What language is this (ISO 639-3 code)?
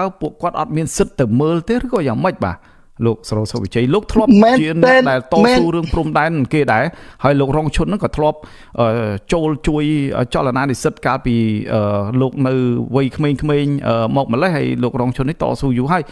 khm